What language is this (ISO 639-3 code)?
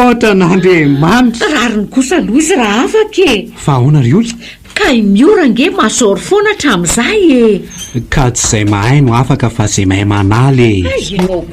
mlg